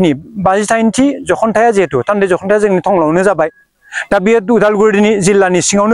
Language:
Bodo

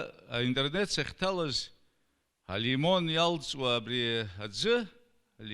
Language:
Abkhazian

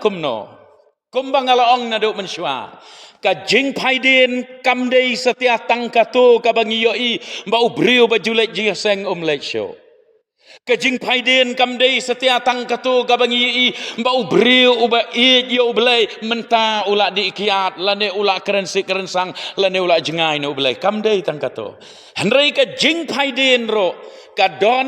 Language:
Khasi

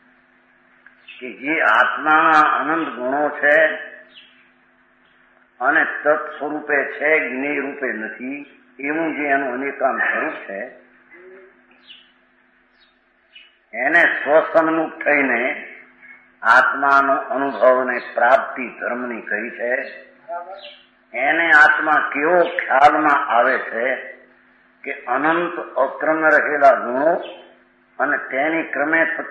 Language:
Gujarati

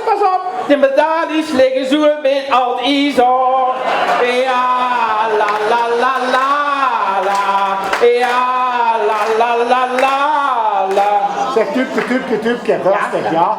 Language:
Limburgish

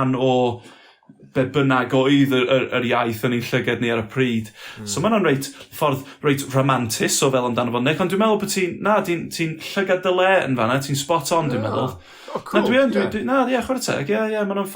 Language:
Welsh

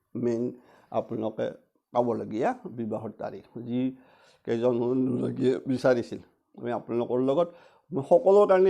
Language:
Assamese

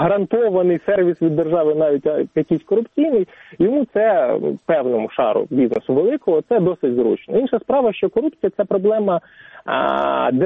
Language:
Ukrainian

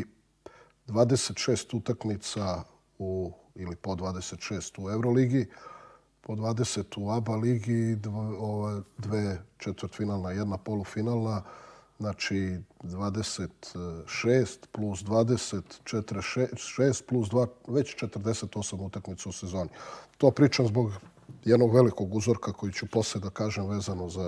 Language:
Serbian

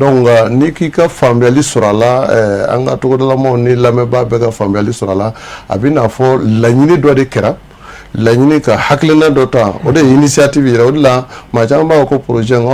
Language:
Bambara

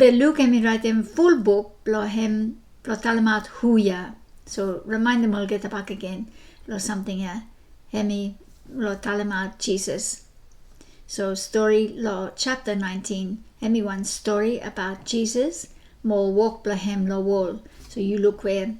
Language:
Bislama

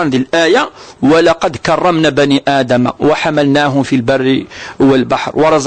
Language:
Kabyle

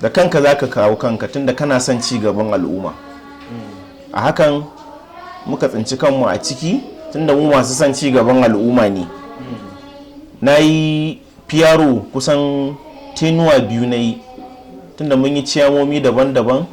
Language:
Hausa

